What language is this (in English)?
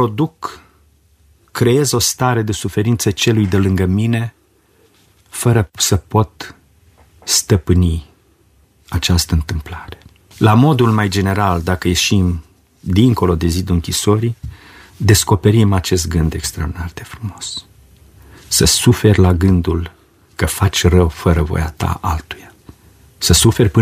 Romanian